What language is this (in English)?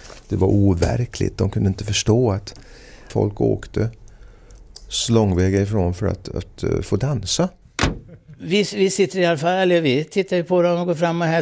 Swedish